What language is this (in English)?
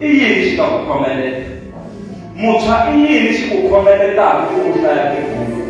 Tsonga